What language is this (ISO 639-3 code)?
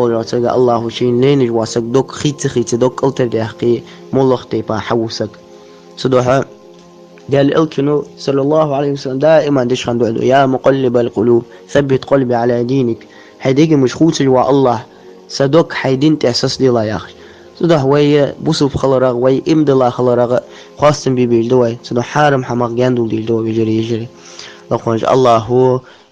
inh